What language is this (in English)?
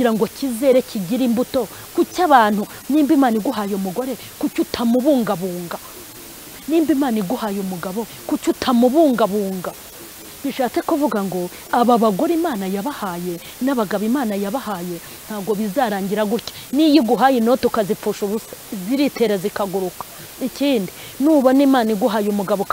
Kinyarwanda